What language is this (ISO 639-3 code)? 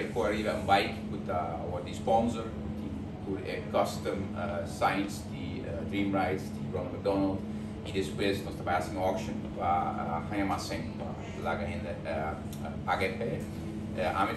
pap